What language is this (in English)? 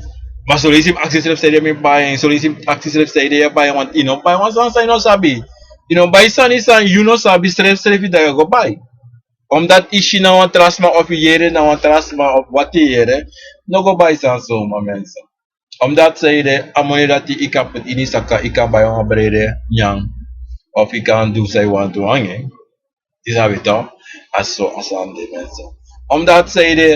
Sranan Tongo